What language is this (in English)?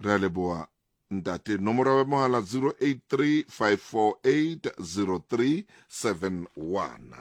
Southern Sotho